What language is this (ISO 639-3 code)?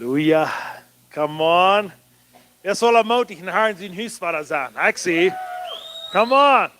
pdt